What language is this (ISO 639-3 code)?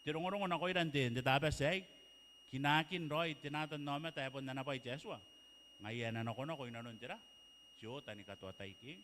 gil